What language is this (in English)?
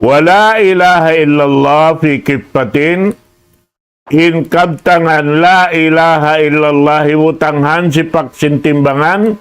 Tausug